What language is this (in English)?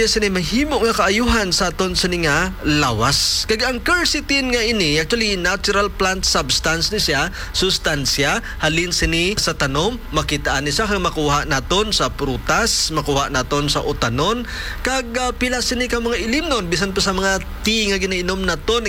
Hiligaynon